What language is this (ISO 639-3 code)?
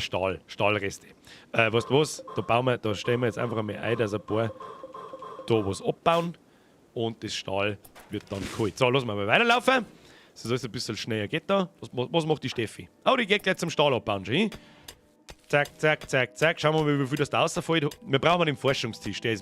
bar